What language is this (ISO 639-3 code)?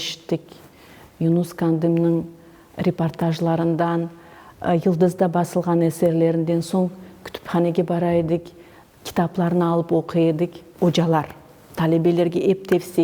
crh